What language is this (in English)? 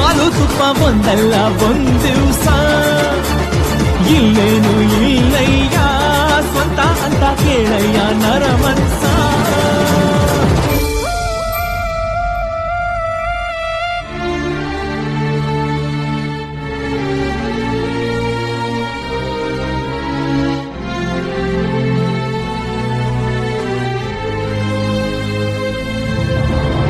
Kannada